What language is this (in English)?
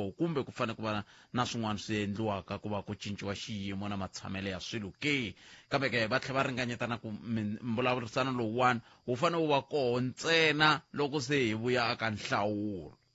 Tsonga